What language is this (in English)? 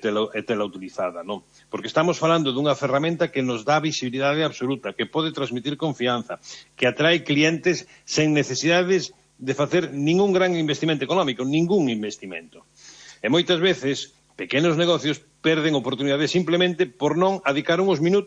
Galician